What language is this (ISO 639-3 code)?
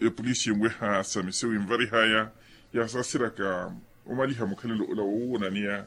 vmw